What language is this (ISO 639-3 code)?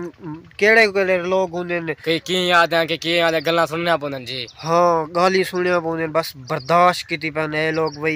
skr